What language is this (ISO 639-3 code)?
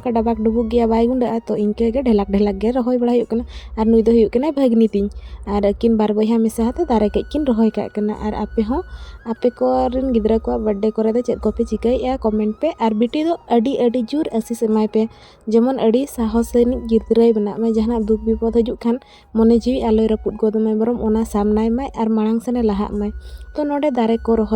sat